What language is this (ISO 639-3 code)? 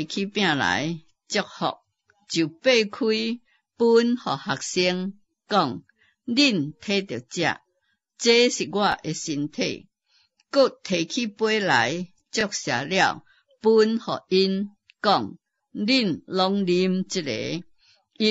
nan